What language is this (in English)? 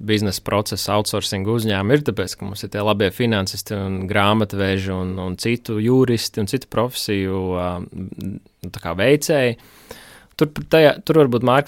Latvian